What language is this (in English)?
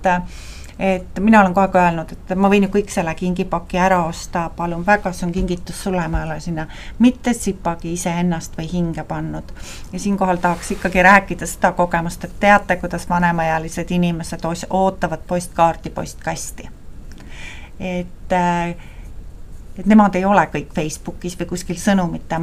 Estonian